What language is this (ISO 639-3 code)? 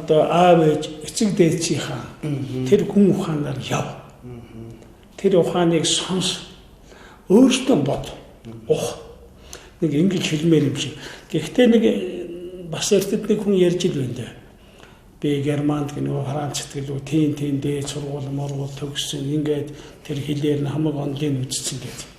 mon